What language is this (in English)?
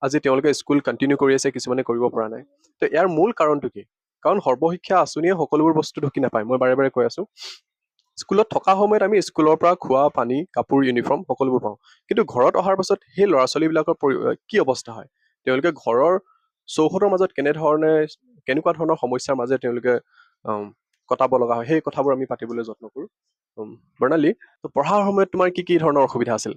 Assamese